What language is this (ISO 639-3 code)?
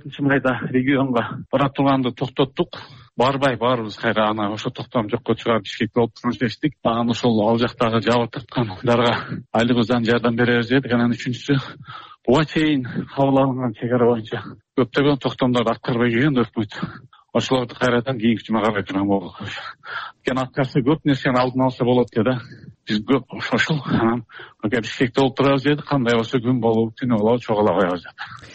kir